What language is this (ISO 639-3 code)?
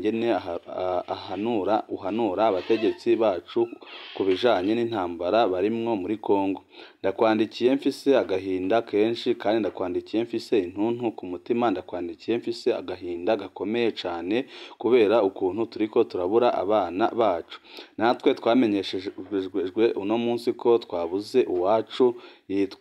run